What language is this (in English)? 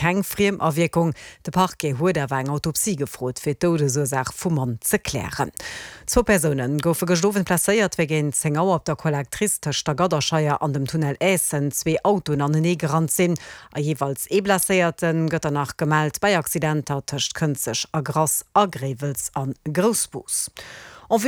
Luxembourgish